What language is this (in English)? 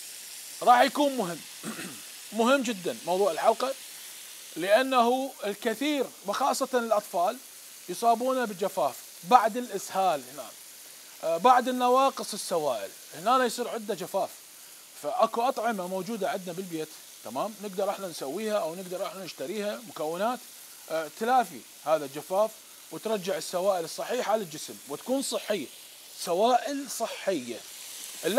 Mesopotamian Arabic